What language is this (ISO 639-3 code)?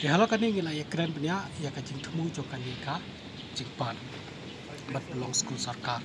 kha